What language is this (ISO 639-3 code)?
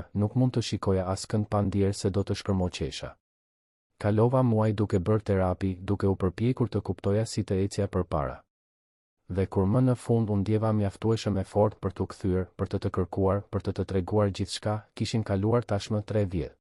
sqi